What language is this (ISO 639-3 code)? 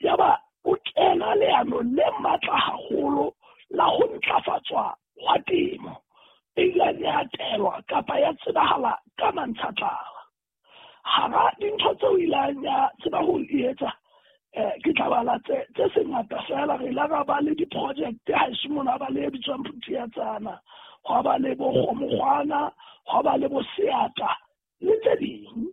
sot